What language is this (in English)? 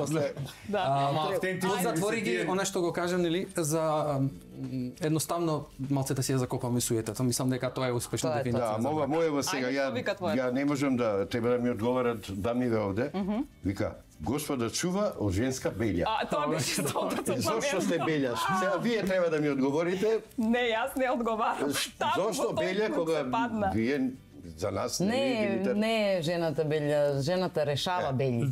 Macedonian